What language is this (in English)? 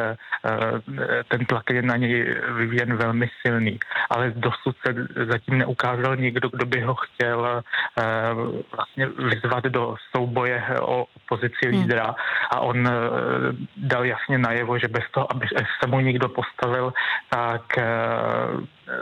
Czech